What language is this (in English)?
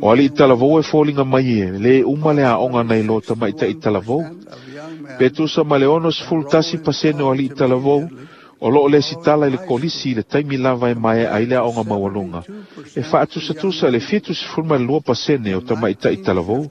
Samoan